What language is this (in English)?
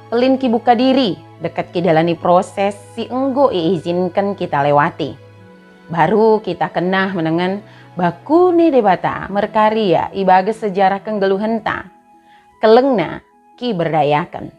Batak Dairi